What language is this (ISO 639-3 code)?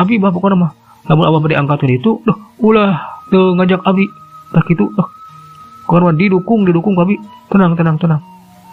sun